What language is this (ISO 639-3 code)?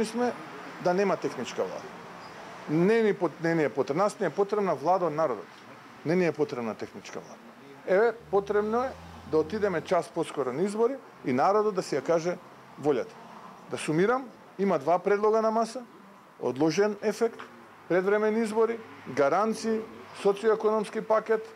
mkd